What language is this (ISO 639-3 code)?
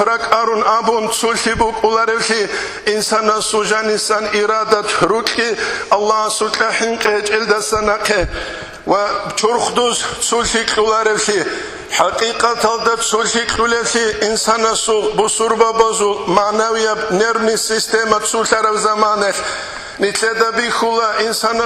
ava